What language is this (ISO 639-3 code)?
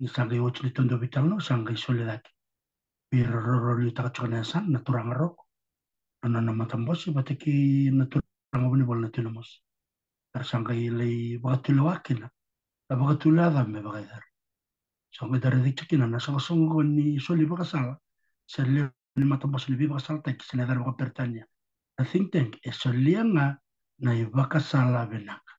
fij